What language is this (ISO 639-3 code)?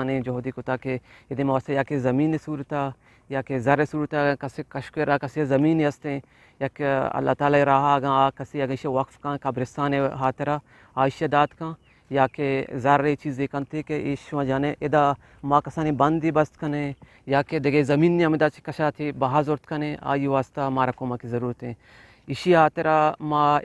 bgp